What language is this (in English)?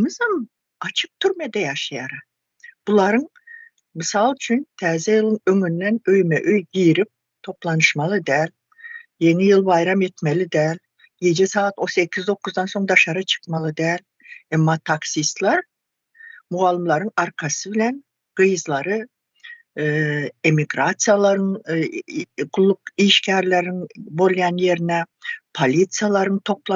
Turkmen